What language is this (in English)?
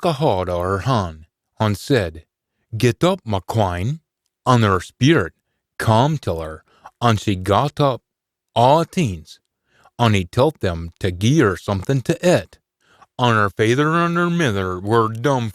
Scots